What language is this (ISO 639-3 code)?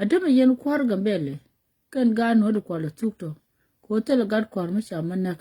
nus